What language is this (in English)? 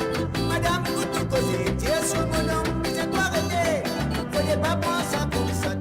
Morisyen